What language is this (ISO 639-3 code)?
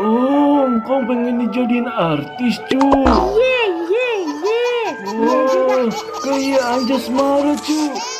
bew